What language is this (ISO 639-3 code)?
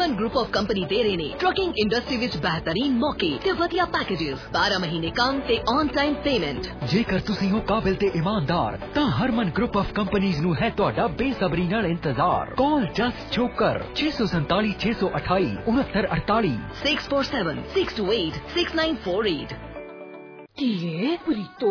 pan